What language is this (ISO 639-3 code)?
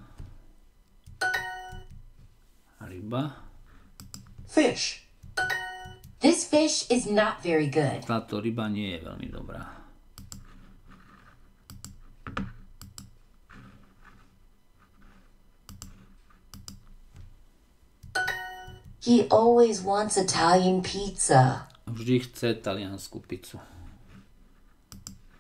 slk